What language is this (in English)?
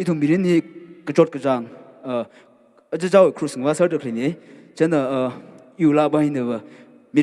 Tangkhul Naga (India)